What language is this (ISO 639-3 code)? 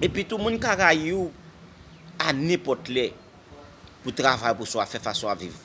hat